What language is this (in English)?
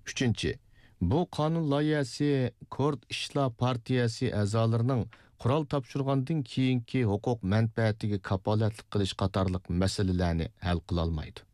Uyghur